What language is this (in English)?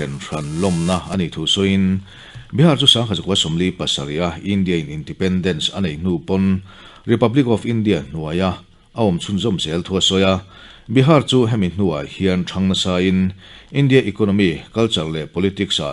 Mizo